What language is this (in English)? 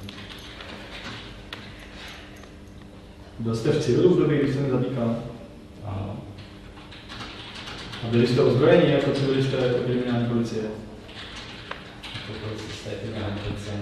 Czech